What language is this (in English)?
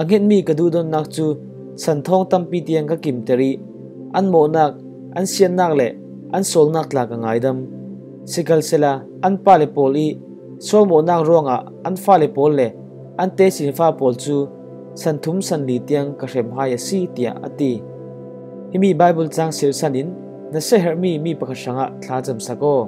Falam Chin